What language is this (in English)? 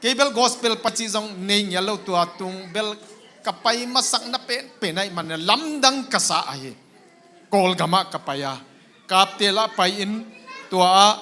Tedim Chin